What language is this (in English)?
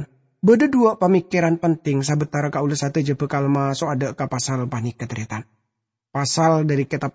Madurese